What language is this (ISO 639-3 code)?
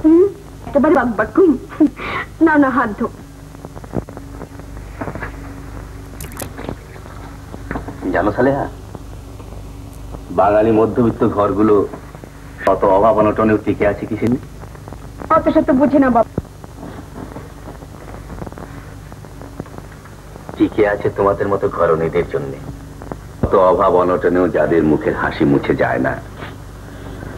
ben